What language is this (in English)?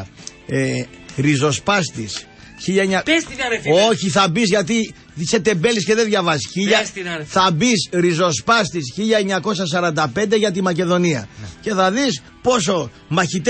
Greek